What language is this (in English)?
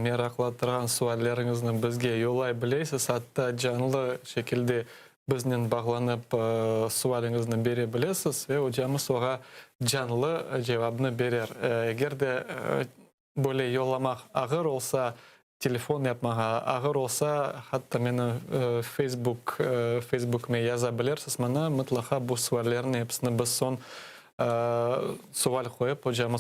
Crimean Tatar